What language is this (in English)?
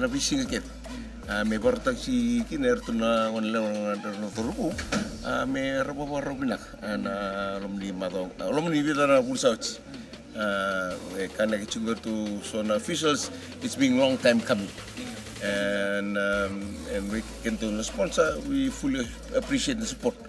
Fijian